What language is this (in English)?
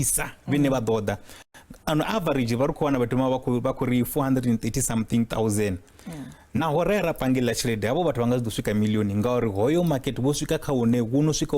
Venda